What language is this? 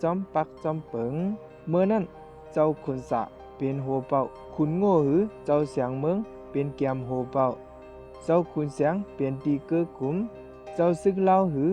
Shan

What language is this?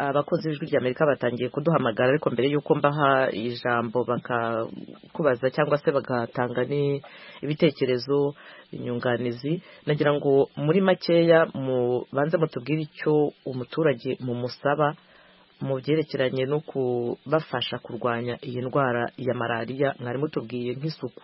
Kinyarwanda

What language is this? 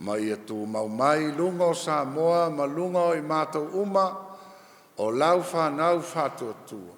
Samoan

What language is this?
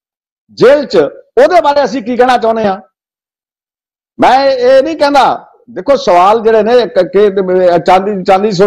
Punjabi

